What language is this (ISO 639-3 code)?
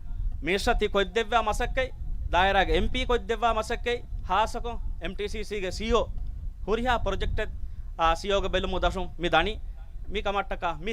div